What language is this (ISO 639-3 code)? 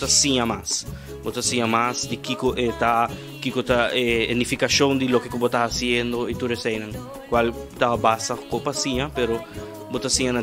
pap